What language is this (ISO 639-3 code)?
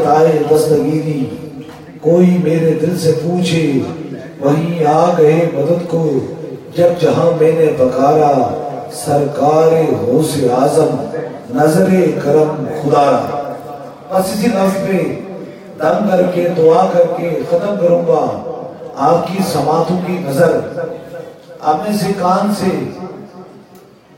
urd